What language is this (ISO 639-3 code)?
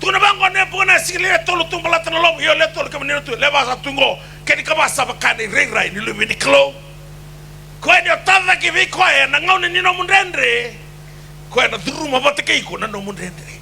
fij